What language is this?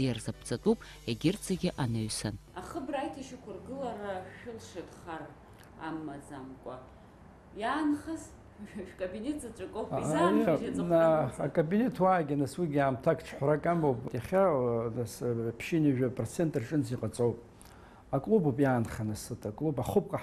Abkhazian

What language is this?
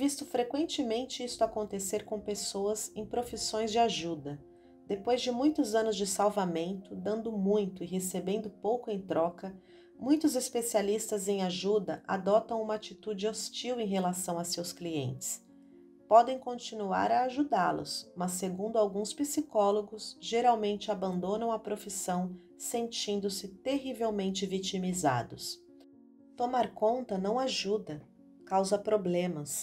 Portuguese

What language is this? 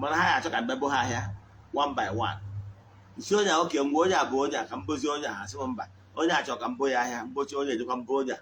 Igbo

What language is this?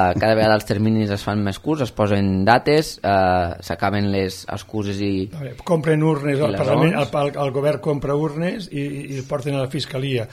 Catalan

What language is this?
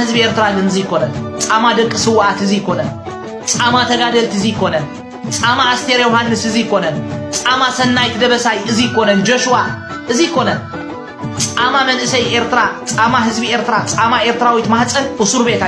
Tigrinya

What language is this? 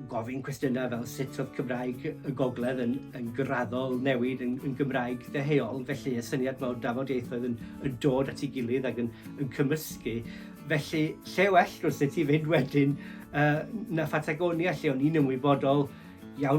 Welsh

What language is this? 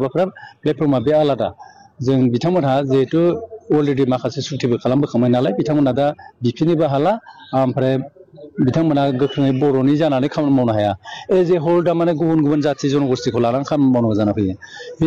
Bodo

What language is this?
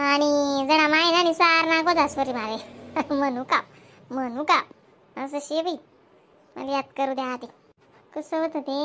Khandesi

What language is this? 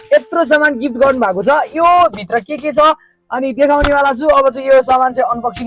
Nepali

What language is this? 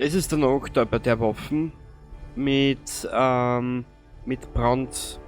Bavarian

